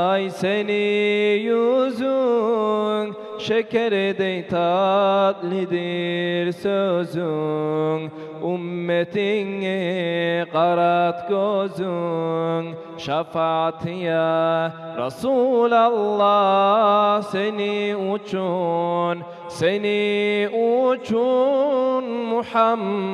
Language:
Kumyk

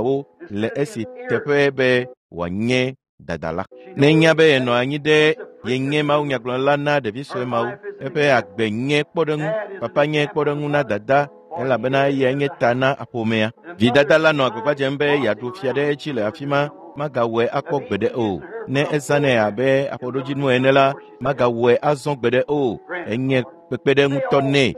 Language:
Ewe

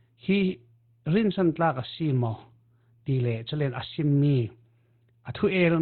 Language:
Falam Chin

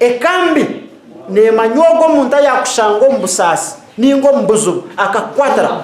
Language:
Nyankole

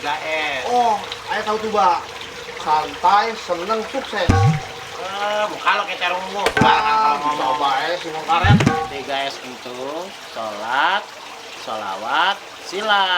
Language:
Betawi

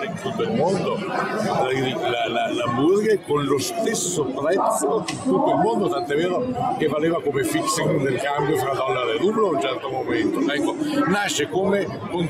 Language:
Italian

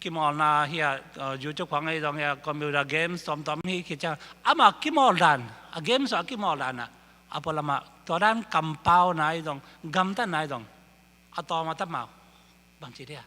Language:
Tedim Chin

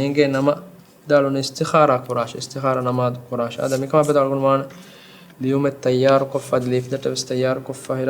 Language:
Divehi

